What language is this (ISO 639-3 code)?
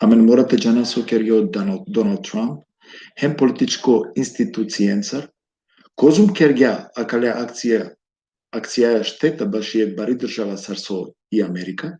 rmn